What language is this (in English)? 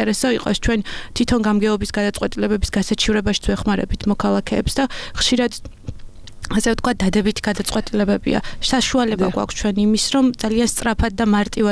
Georgian